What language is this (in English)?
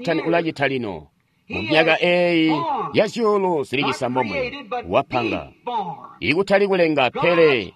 Tonga (Zambia)